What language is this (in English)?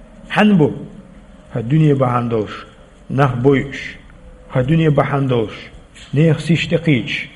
Chechen